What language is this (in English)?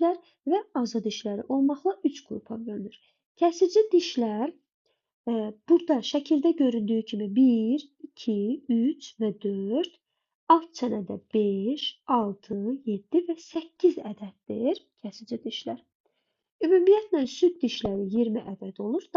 Azerbaijani